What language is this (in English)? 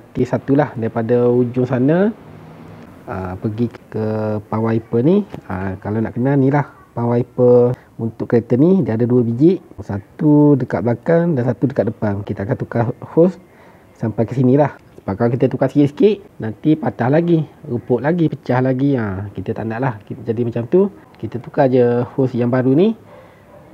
Malay